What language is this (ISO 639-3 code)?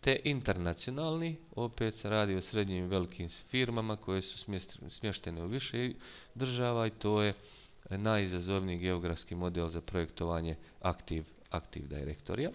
bos